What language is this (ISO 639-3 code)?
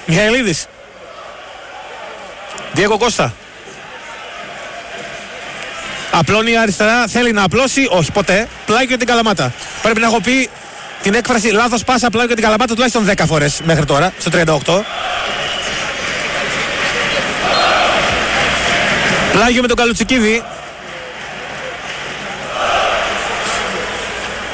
ell